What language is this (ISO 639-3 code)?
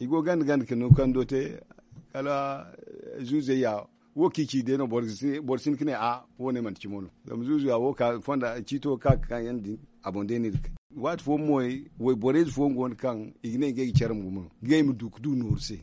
dje